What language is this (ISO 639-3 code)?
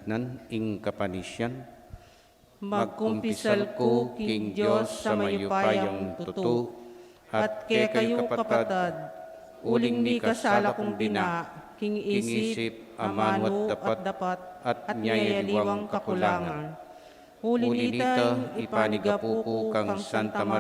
pam